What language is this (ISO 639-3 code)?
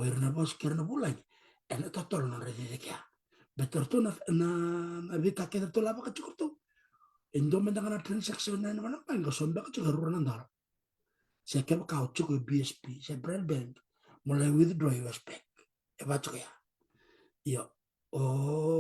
fij